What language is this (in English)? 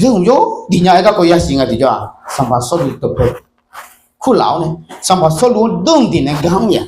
Akha